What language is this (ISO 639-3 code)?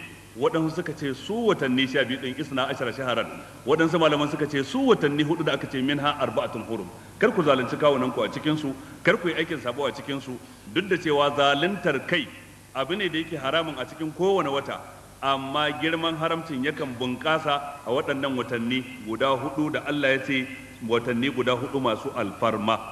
hau